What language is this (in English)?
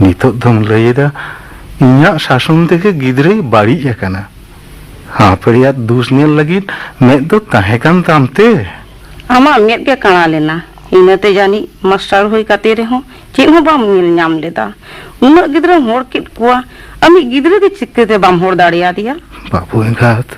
Santali